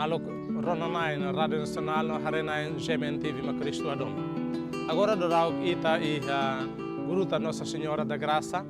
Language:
Tetum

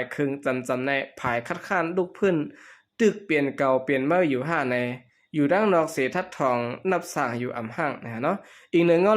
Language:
Shan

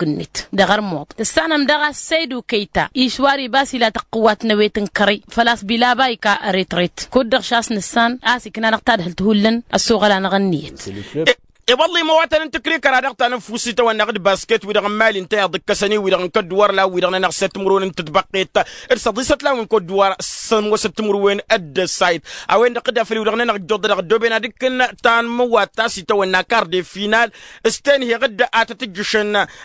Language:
Tamasheq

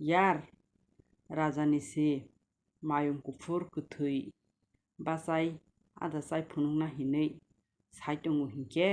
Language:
Kok Borok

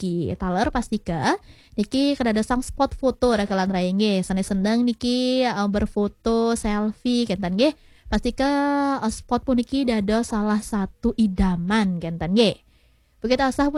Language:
Balinese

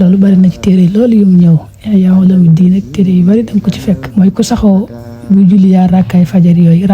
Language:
Wolof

